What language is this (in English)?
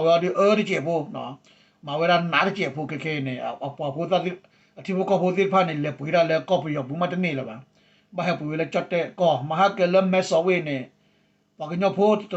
S'gaw Karen